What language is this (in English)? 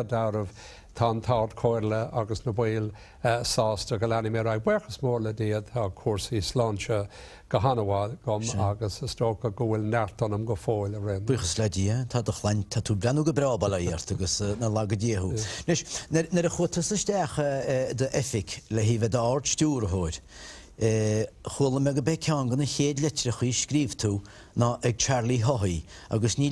Irish